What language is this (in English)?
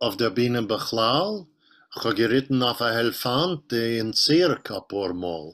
Yiddish